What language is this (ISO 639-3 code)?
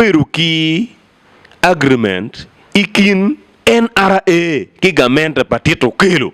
ach